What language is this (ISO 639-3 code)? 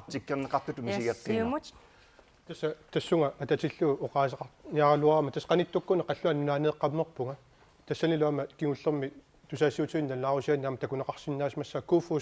kal